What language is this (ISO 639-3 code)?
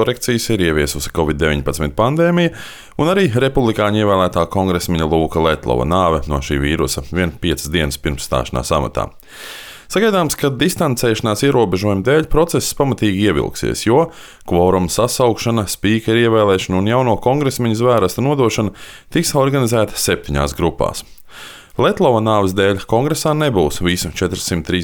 lav